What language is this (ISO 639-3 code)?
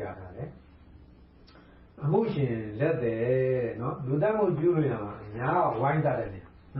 mya